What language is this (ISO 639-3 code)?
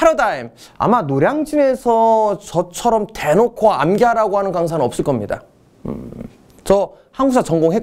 kor